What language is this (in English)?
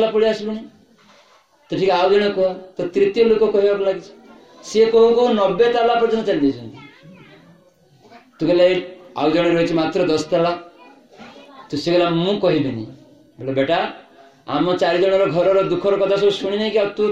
Odia